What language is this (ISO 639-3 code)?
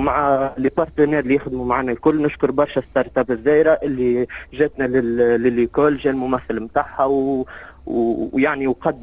aeb